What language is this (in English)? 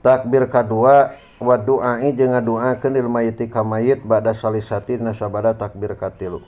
Sundanese